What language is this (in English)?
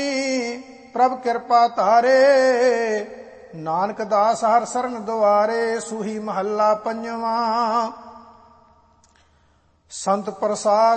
Punjabi